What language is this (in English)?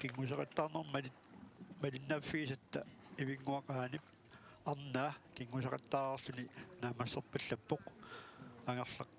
Kalaallisut